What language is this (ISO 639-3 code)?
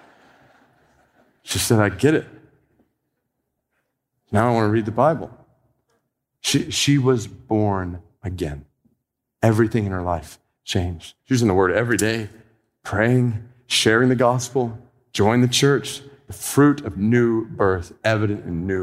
eng